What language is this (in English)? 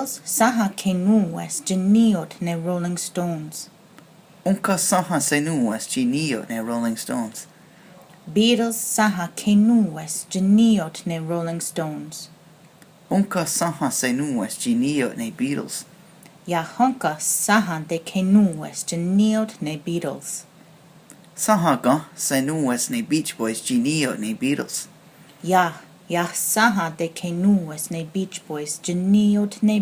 Mohawk